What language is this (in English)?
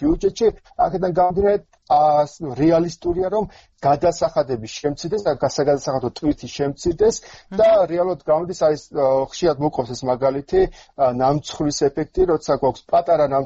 Georgian